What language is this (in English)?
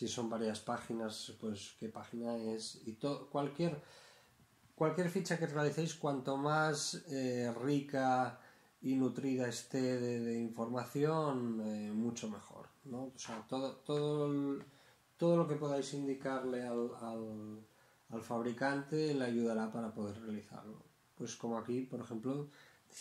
Spanish